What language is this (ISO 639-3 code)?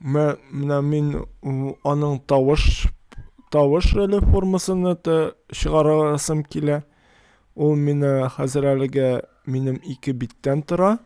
tat